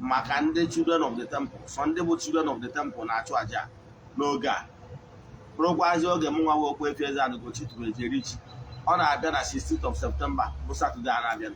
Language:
Igbo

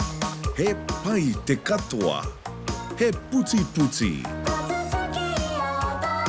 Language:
Māori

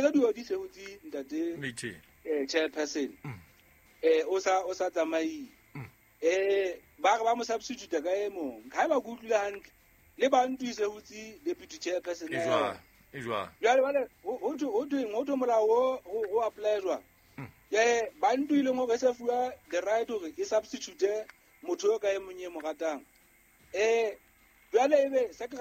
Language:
Southern Sotho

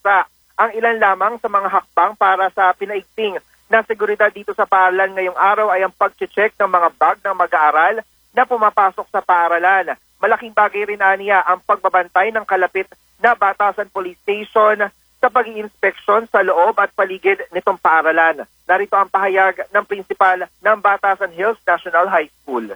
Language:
Filipino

